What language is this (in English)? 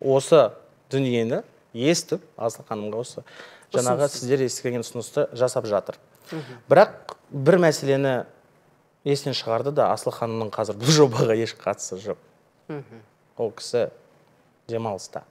Kazakh